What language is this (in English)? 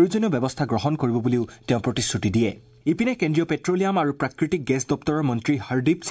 Assamese